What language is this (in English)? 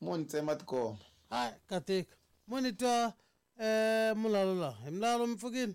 Tsonga